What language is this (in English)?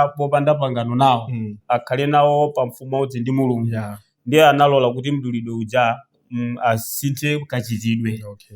Nyanja